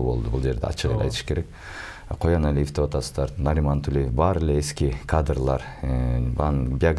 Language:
Kyrgyz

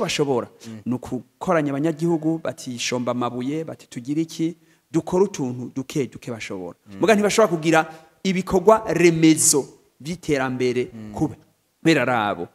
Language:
Rundi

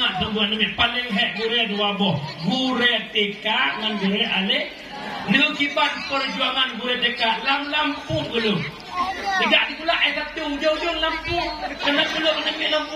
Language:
Achinese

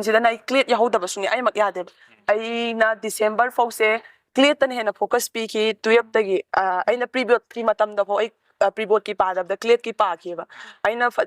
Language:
Manipuri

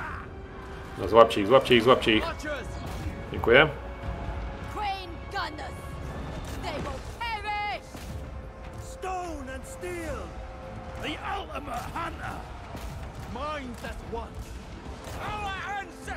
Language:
Polish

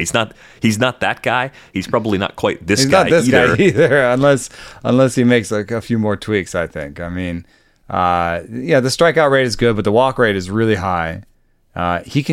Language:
English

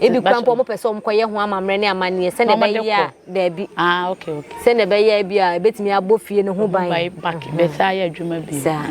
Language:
Akan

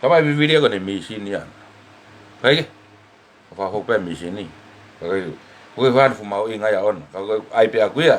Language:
Tongan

